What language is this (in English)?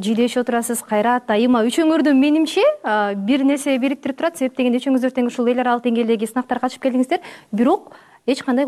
Kyrgyz